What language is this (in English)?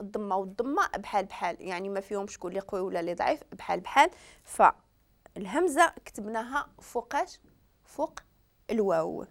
Moroccan Arabic